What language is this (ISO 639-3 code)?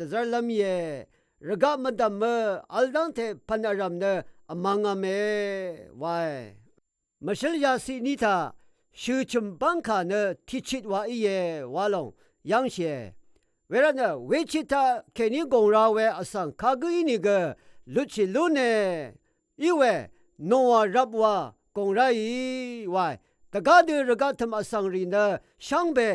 raw